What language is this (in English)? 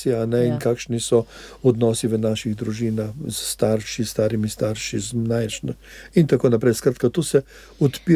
Slovenian